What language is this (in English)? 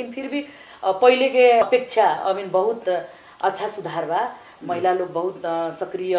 Bhojpuri